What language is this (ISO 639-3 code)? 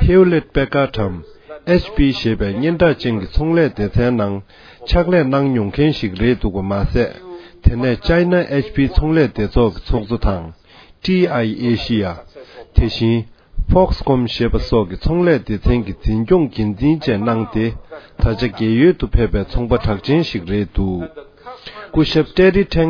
bod